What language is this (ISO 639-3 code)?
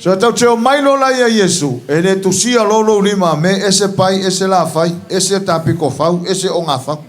smo